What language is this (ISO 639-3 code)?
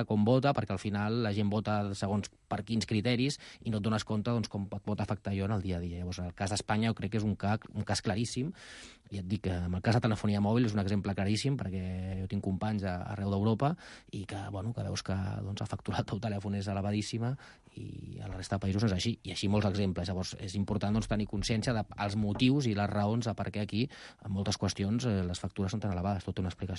cat